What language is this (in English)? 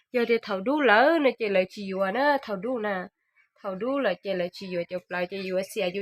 Hmong